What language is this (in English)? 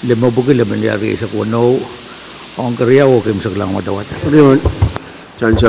Pohnpeian